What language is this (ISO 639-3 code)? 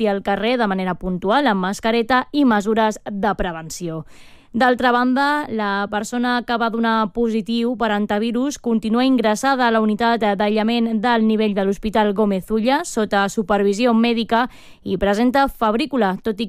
cat